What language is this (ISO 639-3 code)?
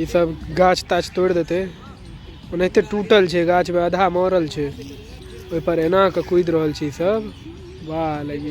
mai